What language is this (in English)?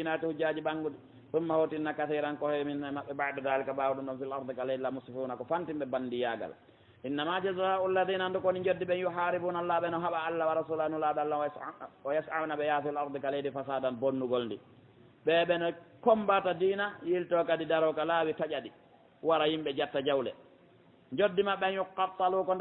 Fula